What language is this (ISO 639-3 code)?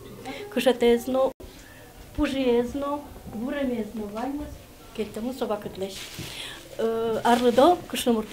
udm